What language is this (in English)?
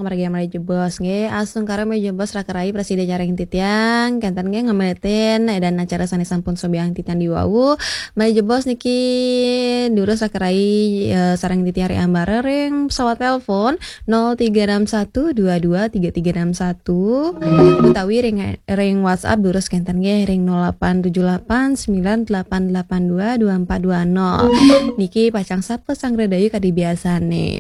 Balinese